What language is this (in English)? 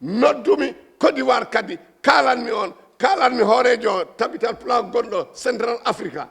Fula